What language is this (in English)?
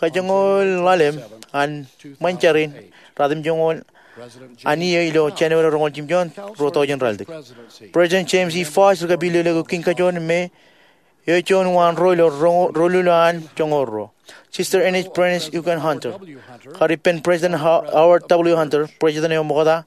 Marshallese